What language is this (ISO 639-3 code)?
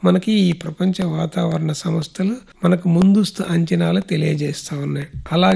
tel